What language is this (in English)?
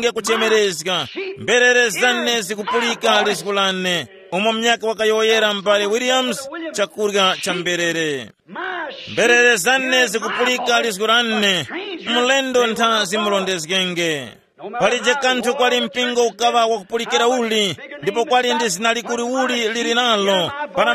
Tumbuka